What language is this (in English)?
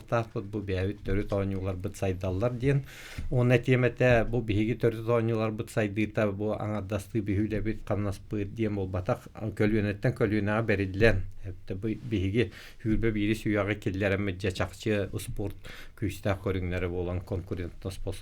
Yakut